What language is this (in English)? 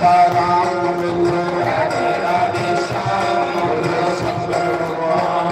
Dogri